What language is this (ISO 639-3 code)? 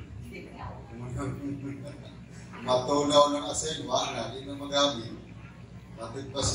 ceb